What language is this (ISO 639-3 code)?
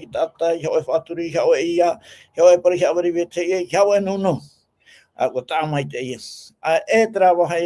tah